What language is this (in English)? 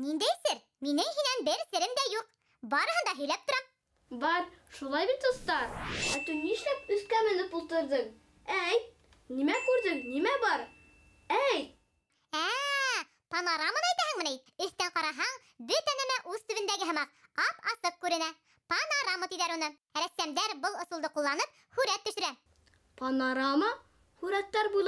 Bashkir